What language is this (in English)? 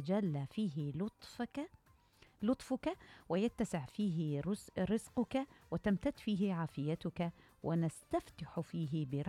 Mesopotamian Arabic